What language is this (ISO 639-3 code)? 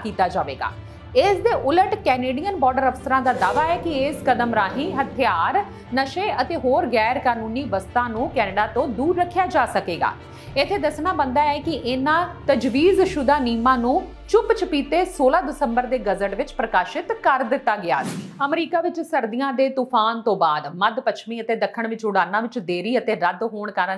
pan